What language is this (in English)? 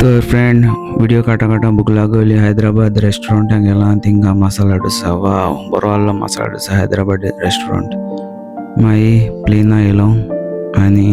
Konkani